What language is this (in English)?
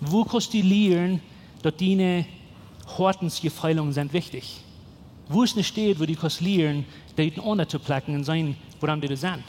Plautdietsch